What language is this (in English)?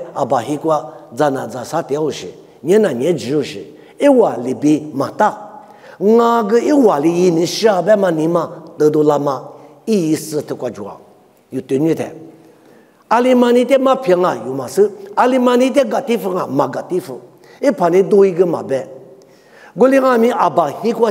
Lisu